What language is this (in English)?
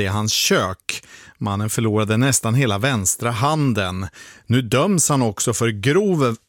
Swedish